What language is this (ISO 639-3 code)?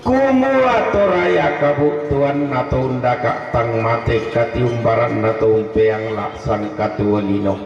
sda